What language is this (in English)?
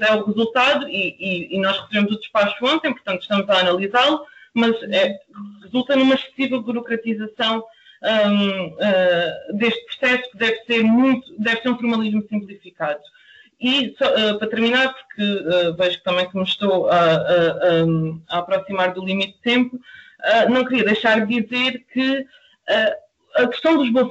Portuguese